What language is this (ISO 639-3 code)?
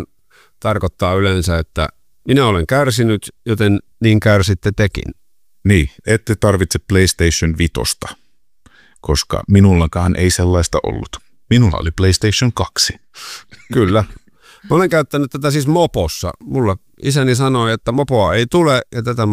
fin